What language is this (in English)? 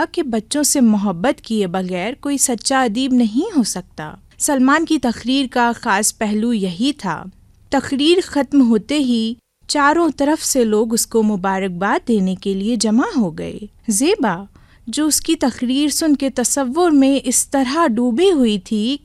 Urdu